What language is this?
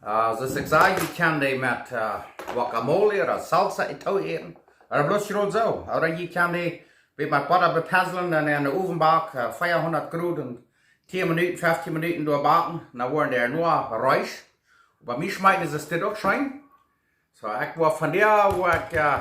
Plautdietsch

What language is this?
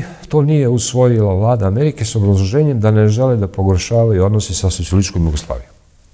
Serbian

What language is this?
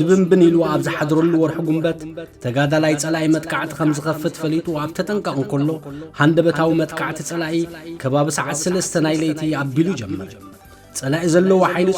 Tigrinya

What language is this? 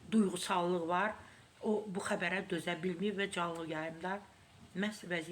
Azerbaijani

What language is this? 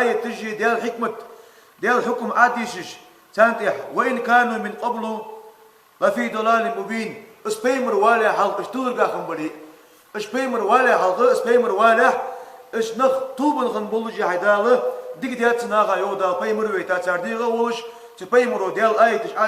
Ingush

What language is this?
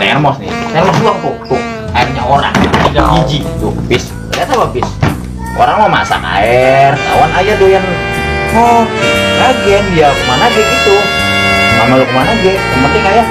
Betawi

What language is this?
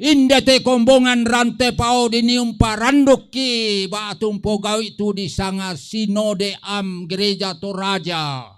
Toraja-Sa'dan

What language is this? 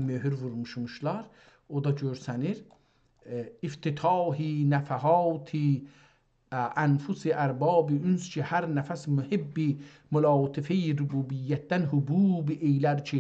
South Azerbaijani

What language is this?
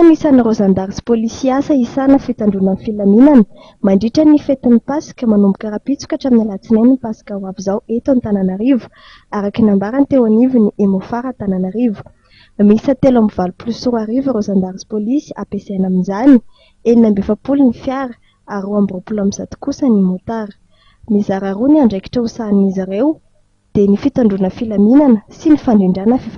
Malagasy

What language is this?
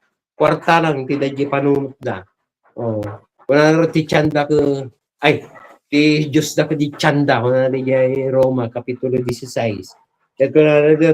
Iloko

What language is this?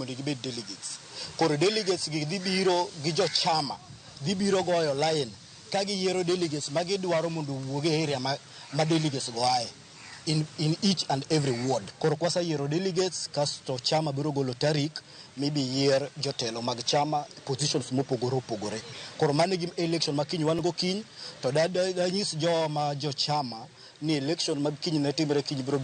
Luo (Kenya and Tanzania)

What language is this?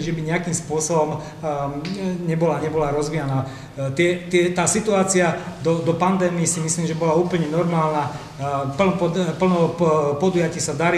Slovak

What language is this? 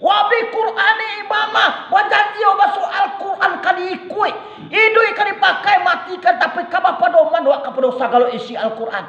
Minangkabau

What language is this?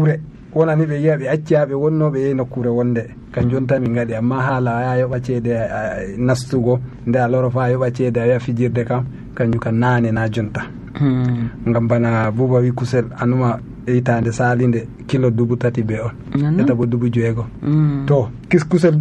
Nigerian Fulfulde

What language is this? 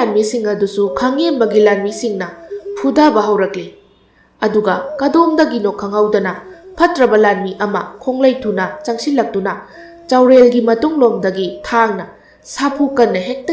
Manipuri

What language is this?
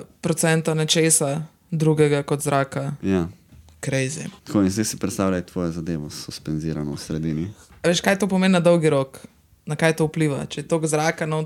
Slovenian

